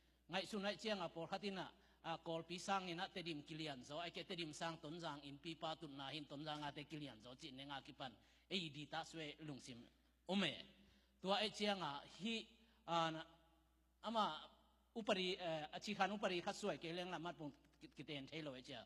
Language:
Tedim Chin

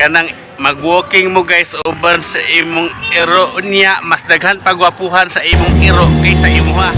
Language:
Cebuano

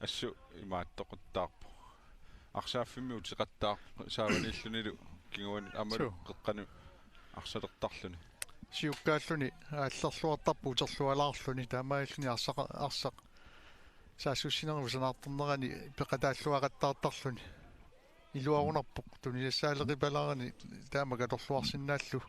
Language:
Kalaallisut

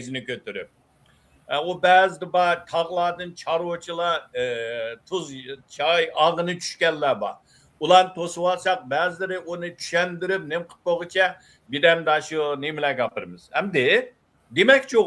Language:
Uyghur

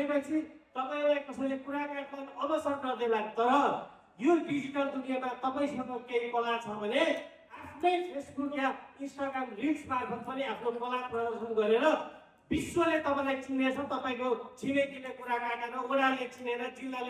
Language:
Nepali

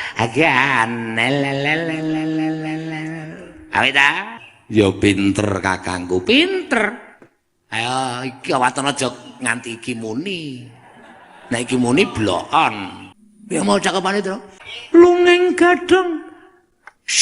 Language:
Javanese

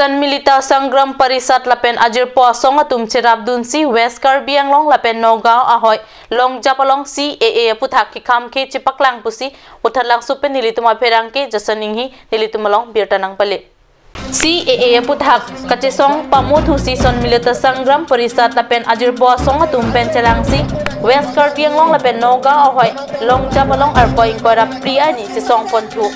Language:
Karbi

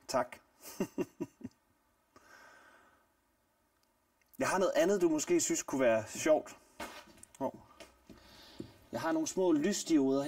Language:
Danish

